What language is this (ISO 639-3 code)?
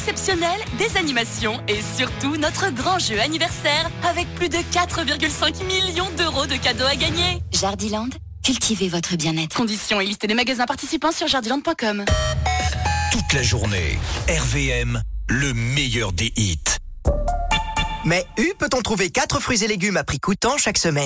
fra